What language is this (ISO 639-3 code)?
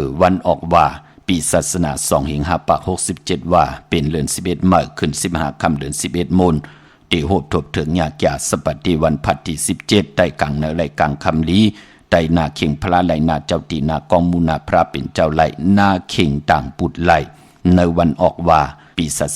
shn